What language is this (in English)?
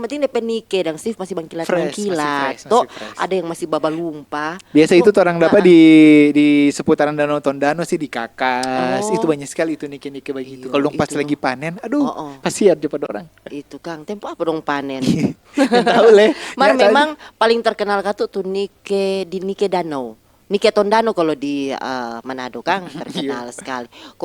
Manado Malay